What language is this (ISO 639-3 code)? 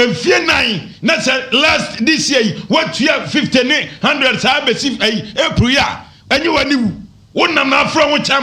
aka